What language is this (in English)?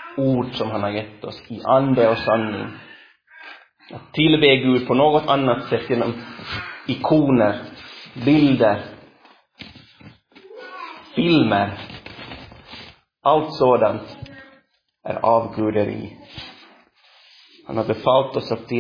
Swedish